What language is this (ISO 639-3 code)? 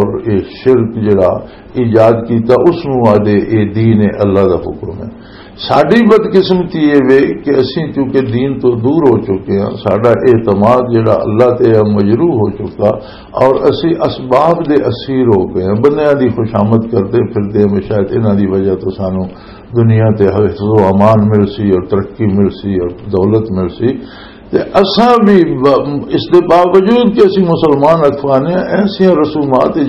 lah